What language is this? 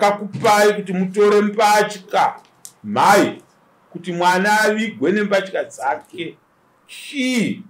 Shona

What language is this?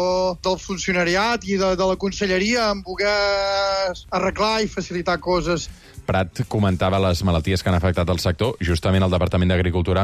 Catalan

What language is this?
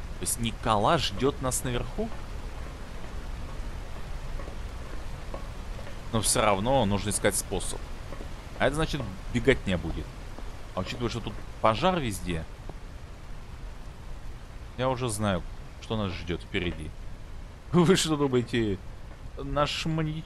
Russian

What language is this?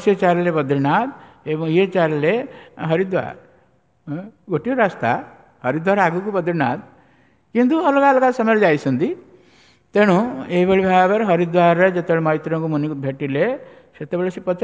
Odia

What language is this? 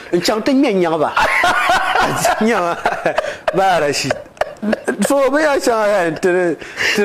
Dagbani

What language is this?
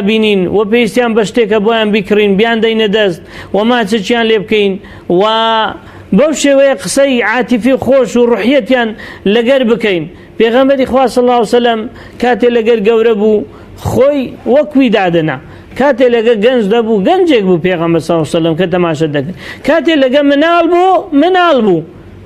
Central Kurdish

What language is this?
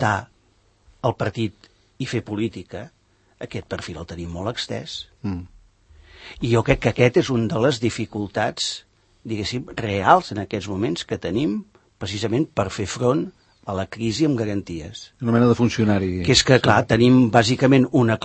Catalan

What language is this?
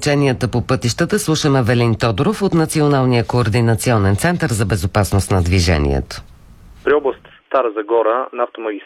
Bulgarian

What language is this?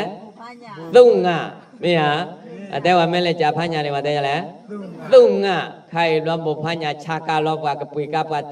S'gaw Karen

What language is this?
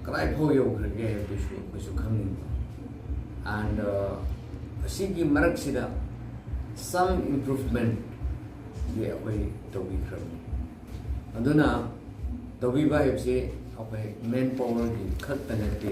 Manipuri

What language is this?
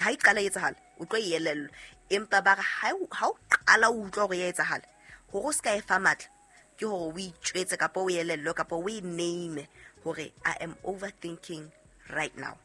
Southern Sotho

